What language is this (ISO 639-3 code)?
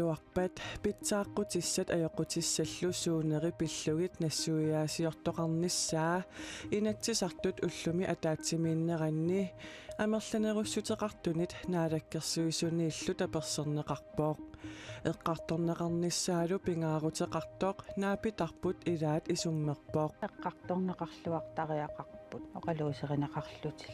kal